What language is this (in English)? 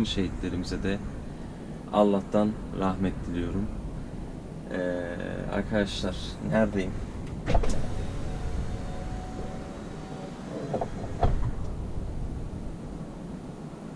Turkish